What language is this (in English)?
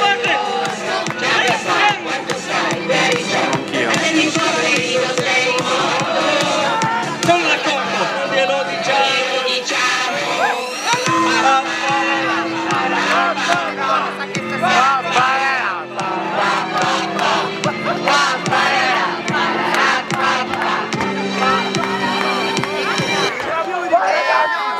Italian